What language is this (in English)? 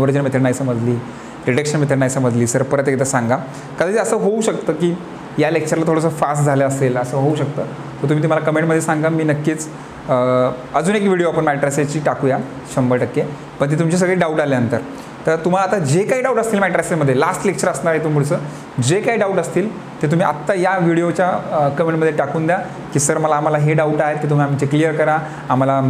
Marathi